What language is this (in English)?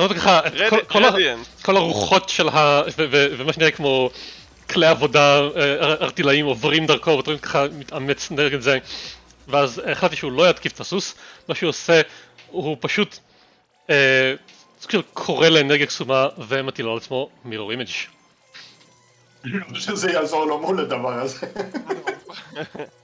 Hebrew